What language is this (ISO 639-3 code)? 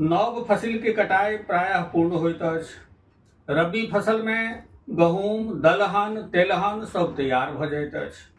mai